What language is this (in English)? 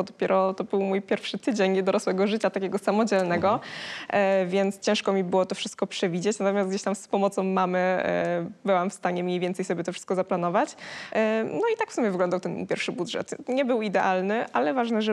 Polish